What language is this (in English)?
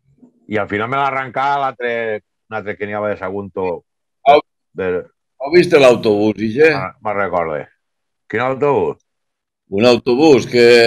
Catalan